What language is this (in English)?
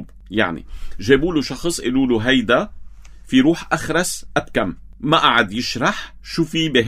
North Levantine Arabic